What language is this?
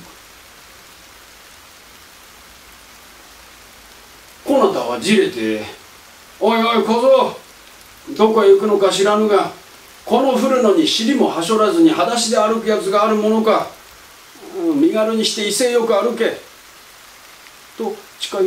Japanese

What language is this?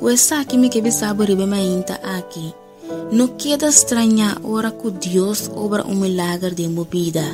Papiamento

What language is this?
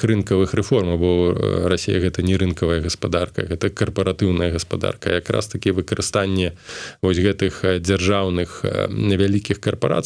Belarusian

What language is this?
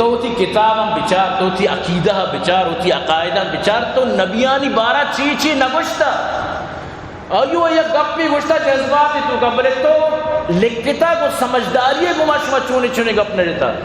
Eastern Balochi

